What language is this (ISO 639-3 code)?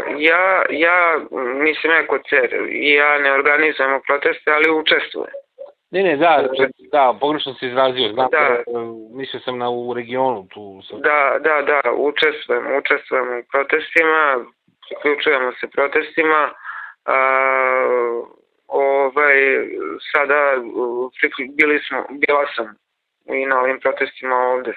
srp